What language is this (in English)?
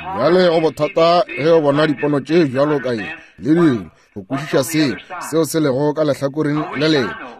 Northern Sotho